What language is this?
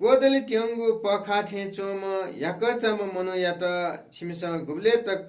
Newari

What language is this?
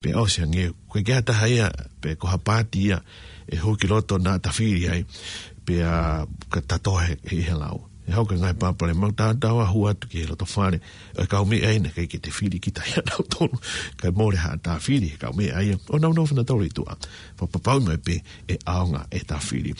Tongan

